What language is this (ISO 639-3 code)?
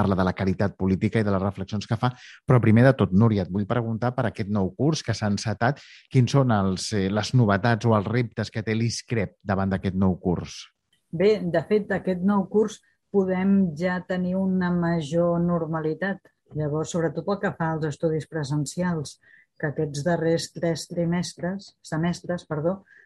cat